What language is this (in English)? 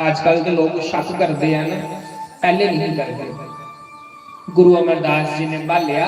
Dogri